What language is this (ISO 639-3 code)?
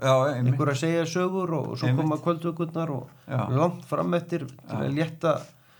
isl